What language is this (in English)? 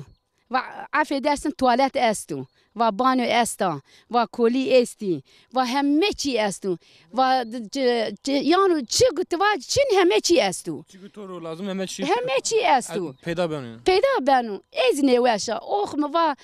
Zaza